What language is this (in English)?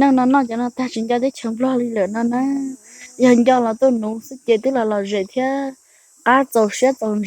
Hmong